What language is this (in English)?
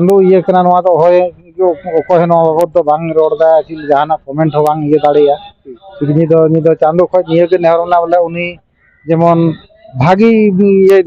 Santali